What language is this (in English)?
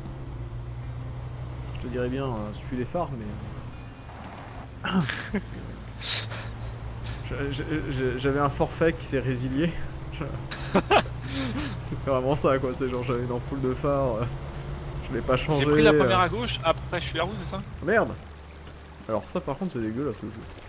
French